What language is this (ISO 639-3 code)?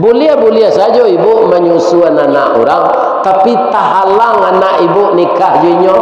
min